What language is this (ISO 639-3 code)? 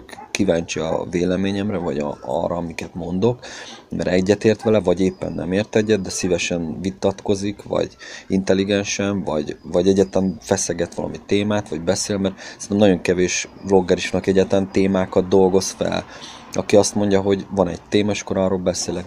hun